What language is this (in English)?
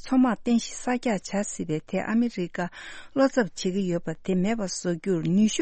Tibetan